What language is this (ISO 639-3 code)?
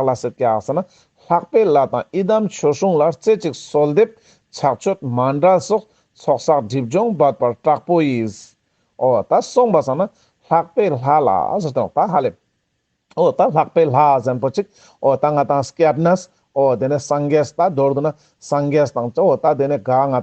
lbj